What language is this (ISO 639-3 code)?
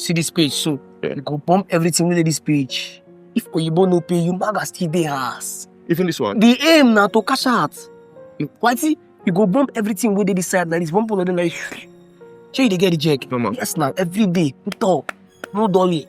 pcm